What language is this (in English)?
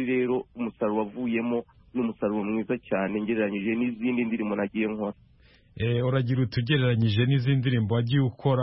Kinyarwanda